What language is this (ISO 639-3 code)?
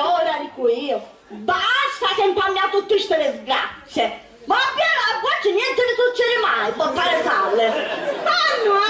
scn